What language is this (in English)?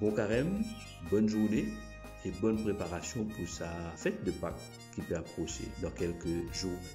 Morisyen